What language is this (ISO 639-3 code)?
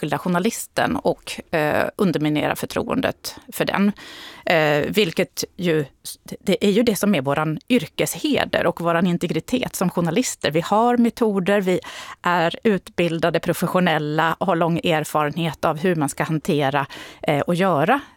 swe